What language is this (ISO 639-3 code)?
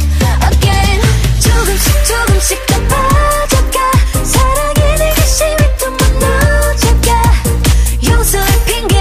kor